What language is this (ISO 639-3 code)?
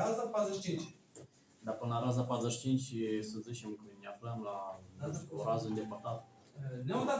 ron